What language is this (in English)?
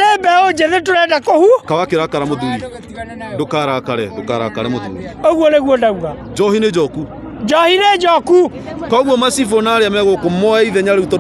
Kikuyu